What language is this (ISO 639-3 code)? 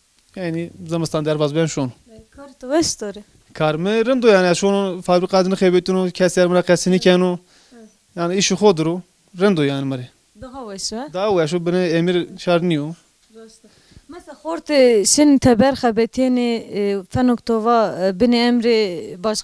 zza